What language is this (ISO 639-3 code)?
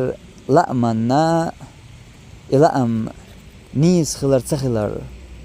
che